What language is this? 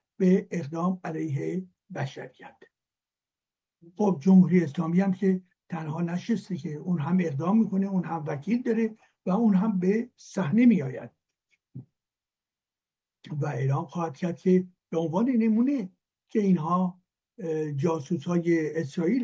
Persian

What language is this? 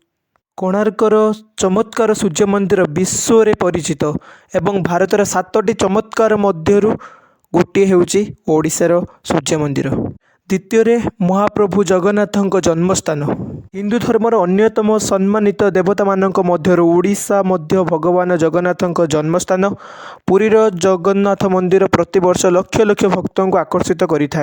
Odia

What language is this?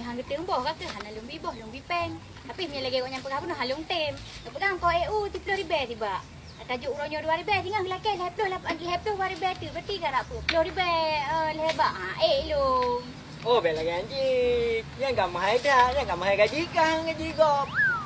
Achinese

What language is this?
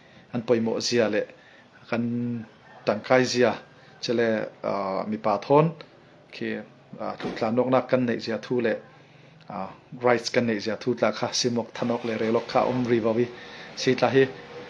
Falam Chin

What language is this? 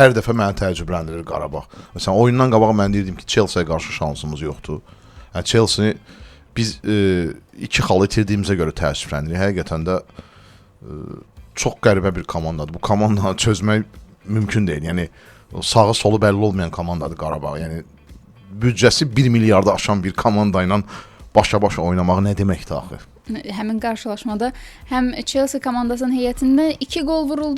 Azerbaijani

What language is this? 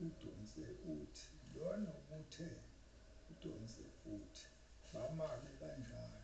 Zulu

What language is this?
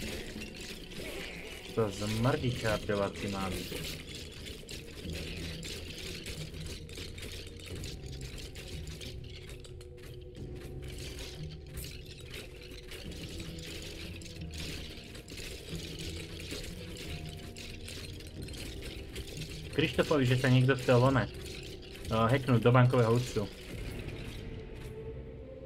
Slovak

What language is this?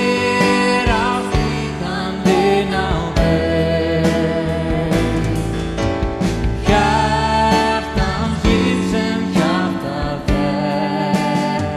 Icelandic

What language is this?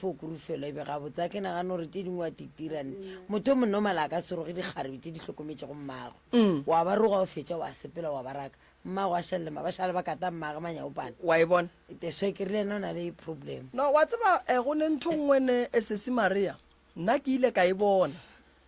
Northern Sotho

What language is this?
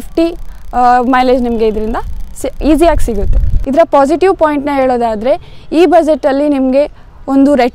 Kannada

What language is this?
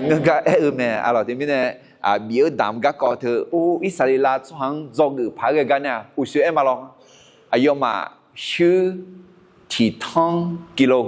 Akha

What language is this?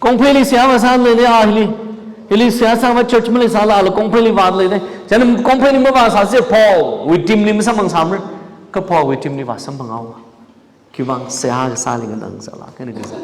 Tangkhul Naga (India)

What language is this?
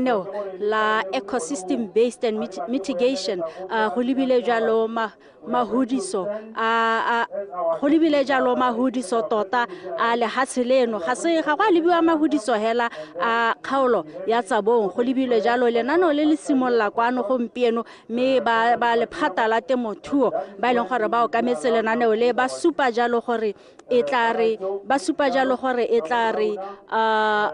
Tswana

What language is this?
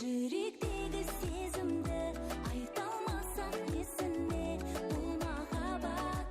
Kara-Kalpak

